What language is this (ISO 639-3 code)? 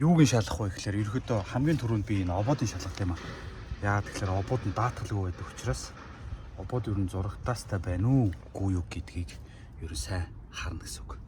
mon